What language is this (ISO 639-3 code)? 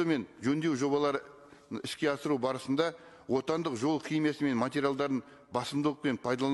kaz